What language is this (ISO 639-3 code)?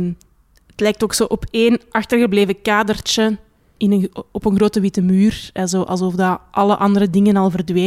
nld